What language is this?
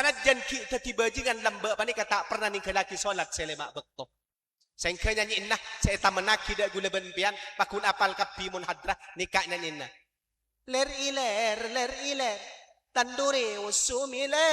Madurese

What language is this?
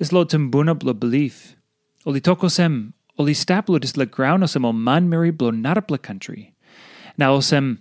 Tok Pisin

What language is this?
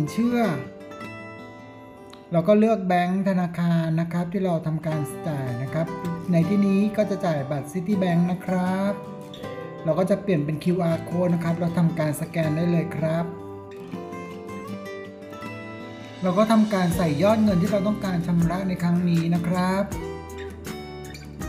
Thai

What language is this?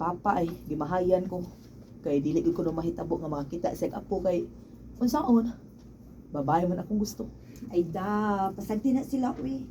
Cebuano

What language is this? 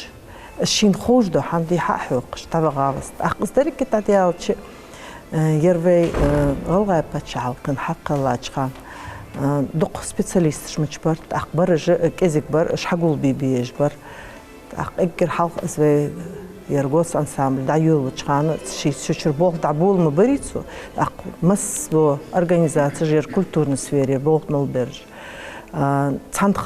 Ingush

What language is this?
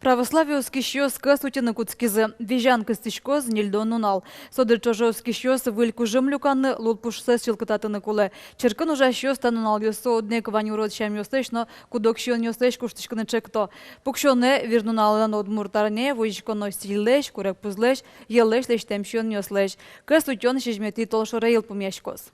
Udmurt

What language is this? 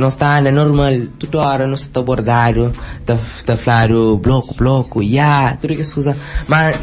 Kabuverdianu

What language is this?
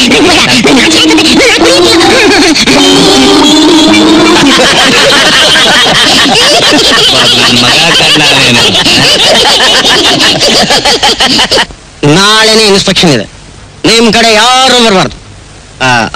Kannada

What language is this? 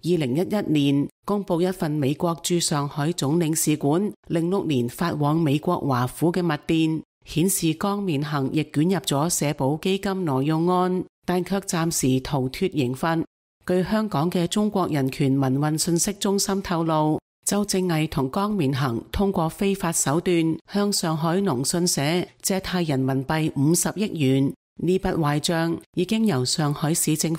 Cantonese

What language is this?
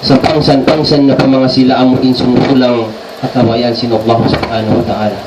Tausug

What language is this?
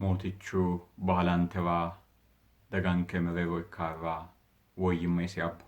Sidamo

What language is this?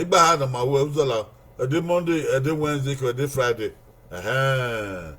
Bini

